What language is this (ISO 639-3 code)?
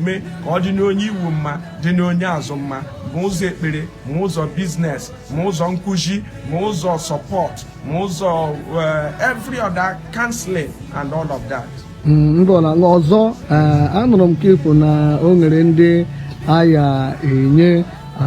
ibo